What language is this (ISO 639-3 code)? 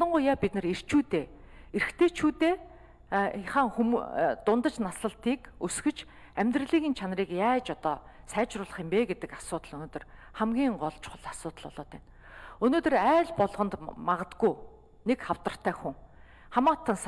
mon